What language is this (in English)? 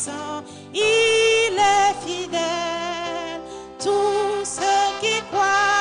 Ewe